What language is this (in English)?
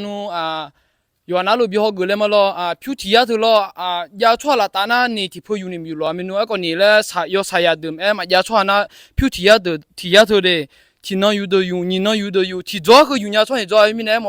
Akha